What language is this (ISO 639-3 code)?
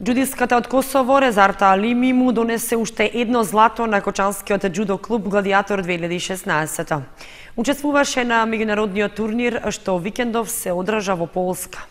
mkd